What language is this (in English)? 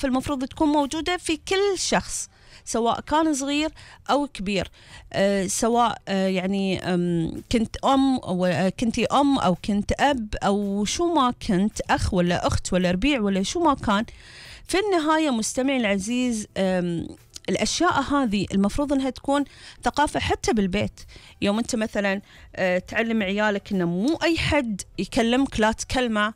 Gulf Arabic